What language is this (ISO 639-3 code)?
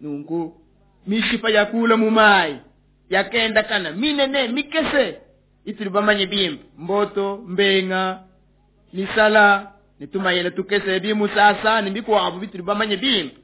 lua